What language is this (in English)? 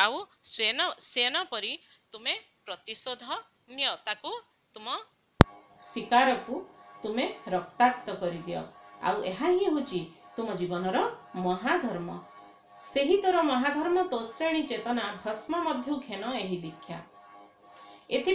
Odia